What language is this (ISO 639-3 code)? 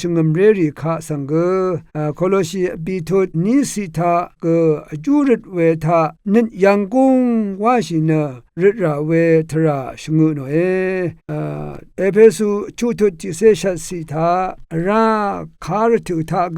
raw